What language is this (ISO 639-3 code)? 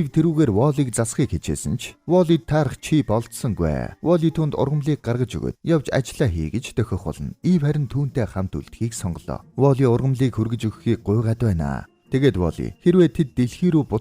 mon